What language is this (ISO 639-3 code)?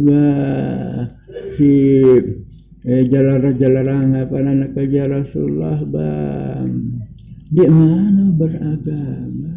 sas